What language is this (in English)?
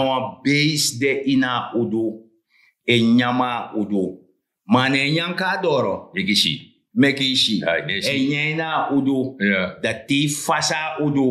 Sranan Tongo